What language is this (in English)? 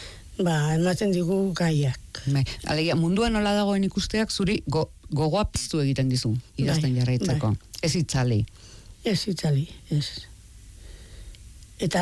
Basque